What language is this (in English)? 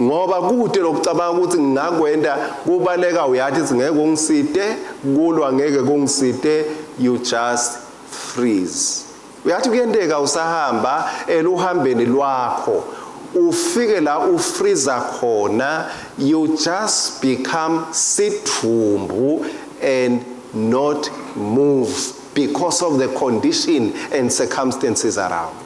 Swati